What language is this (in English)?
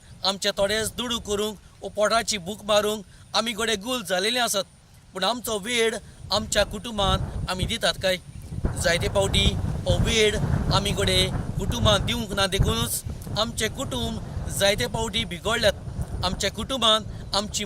Konkani